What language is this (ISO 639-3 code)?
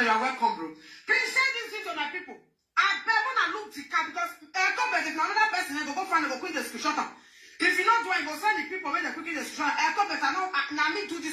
pcm